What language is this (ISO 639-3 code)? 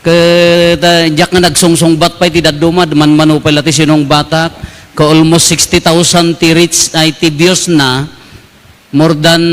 ilo